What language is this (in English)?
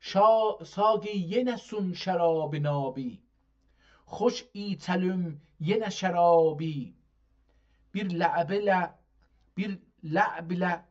South Azerbaijani